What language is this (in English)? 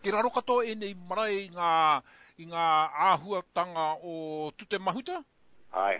Māori